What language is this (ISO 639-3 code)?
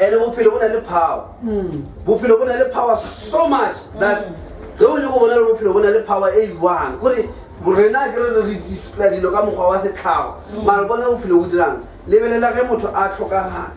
nso